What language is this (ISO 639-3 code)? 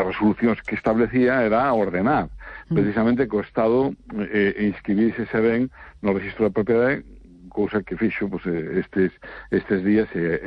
glg